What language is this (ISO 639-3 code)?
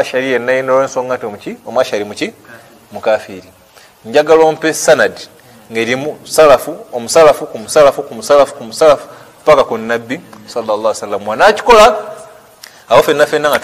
lug